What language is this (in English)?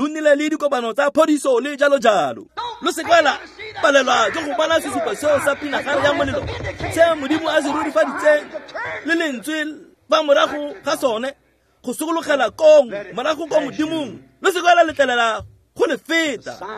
Tswana